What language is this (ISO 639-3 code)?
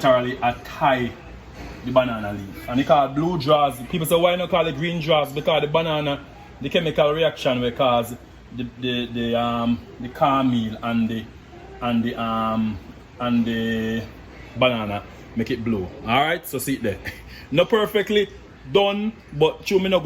jam